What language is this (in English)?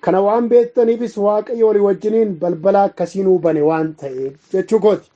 Oromo